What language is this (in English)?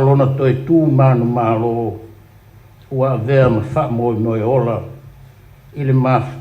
Samoan